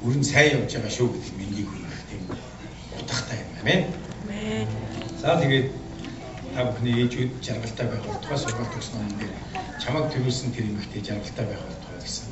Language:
Mongolian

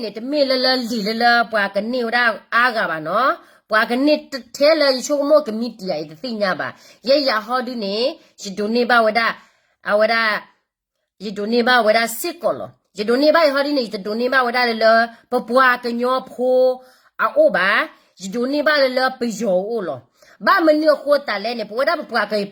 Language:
S'gaw Karen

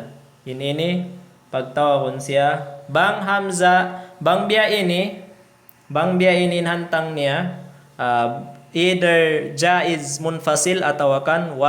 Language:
Tausug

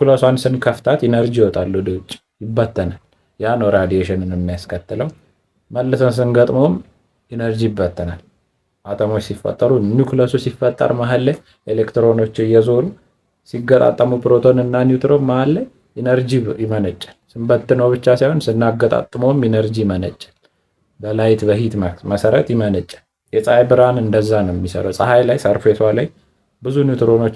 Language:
Amharic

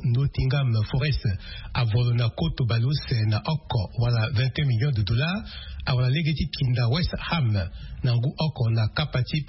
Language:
Sango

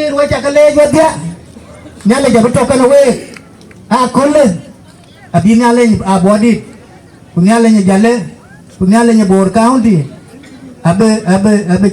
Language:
Dinka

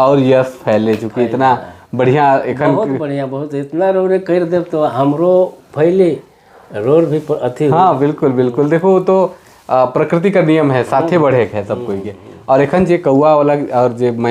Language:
Sadri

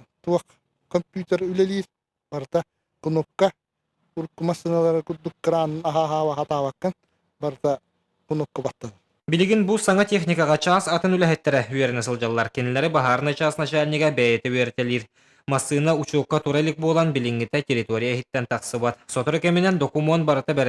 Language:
Yakut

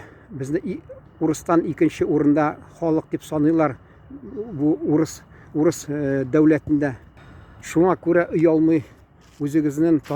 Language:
Tatar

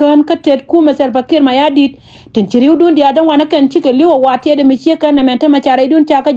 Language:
Nuer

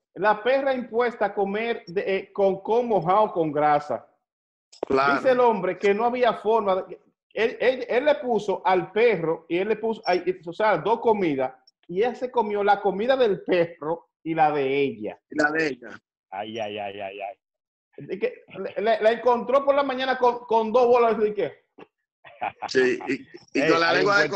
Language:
Spanish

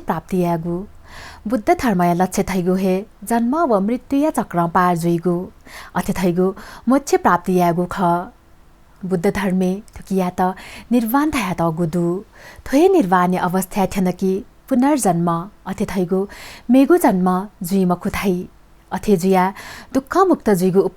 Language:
Newari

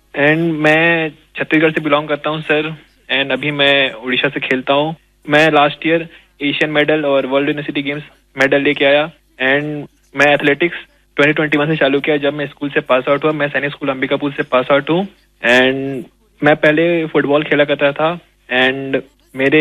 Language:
Odia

